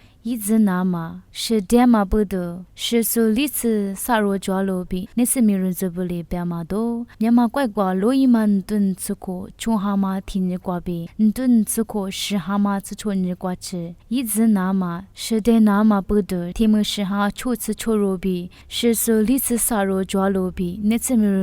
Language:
Lisu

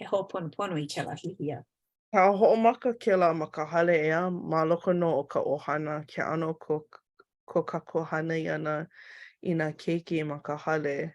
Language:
Hawaiian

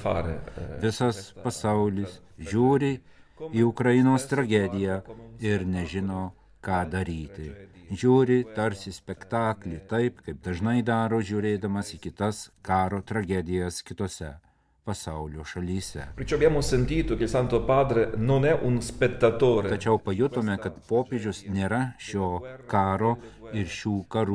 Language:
Lithuanian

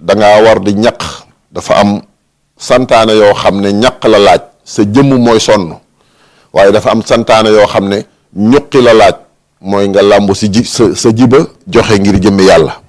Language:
Wolof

